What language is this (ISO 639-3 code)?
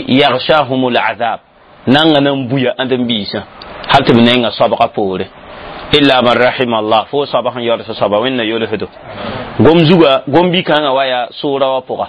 mos